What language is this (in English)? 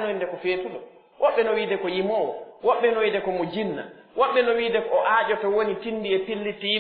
Pular